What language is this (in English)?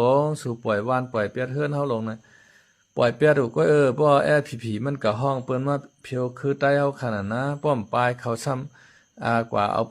Shan